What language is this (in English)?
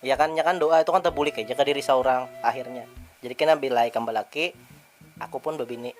Banjar